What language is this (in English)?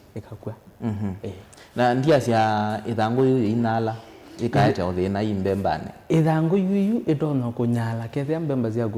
Kamba